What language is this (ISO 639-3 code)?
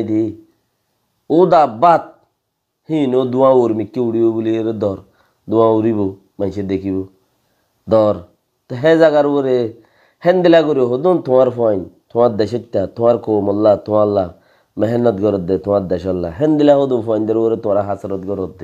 rhg